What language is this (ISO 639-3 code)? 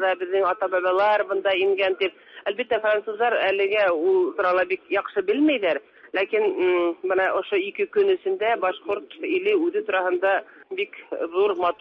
tat